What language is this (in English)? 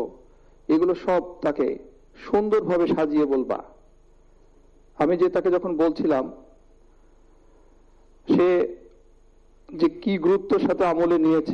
Bangla